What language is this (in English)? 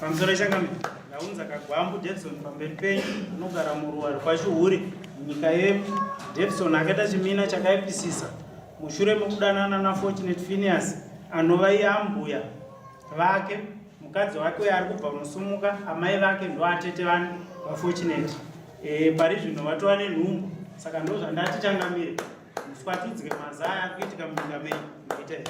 Shona